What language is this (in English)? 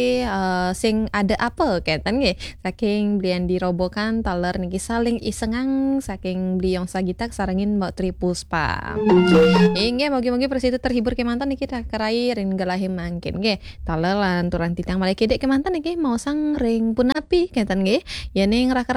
Balinese